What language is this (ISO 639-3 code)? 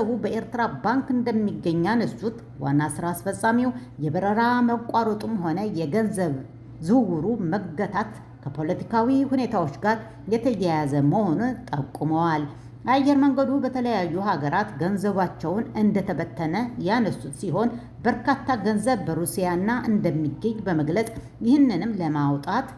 amh